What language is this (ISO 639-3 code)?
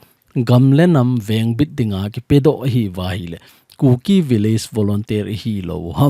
tcz